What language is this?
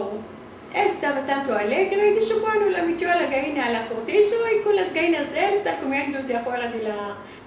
Ladino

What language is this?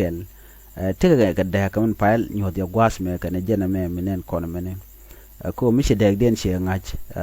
Nuer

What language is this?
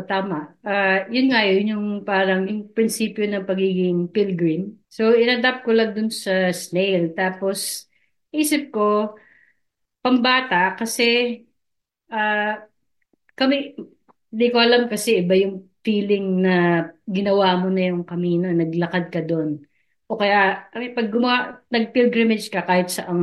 Filipino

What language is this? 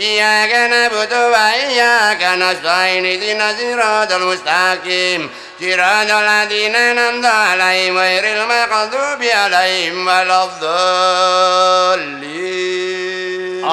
Javanese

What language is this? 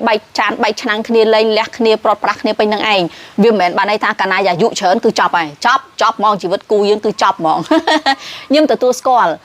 Khmer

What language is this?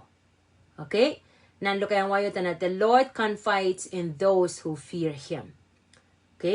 Pohnpeian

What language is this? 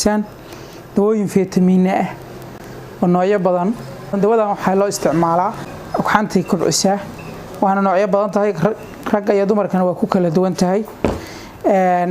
Somali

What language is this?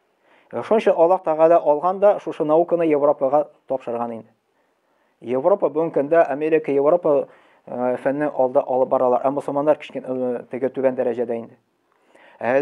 Tatar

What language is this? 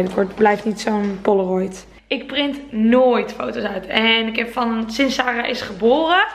Dutch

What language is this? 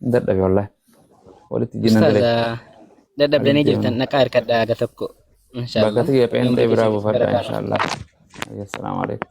Oromo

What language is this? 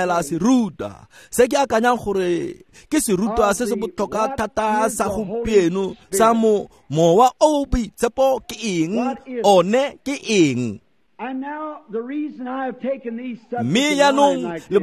Tswana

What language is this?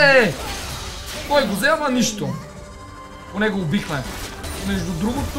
Bulgarian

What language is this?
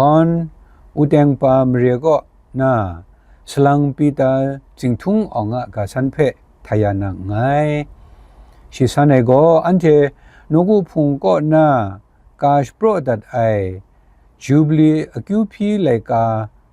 Kachin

